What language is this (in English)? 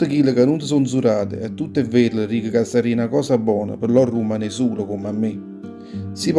Neapolitan